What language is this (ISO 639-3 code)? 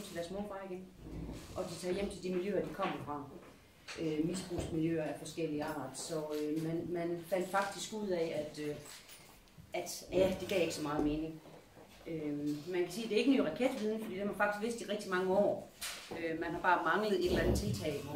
dan